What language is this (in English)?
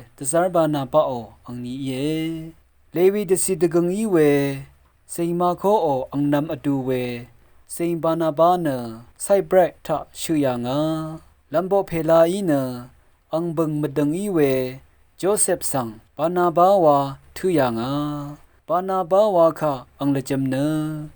Rawang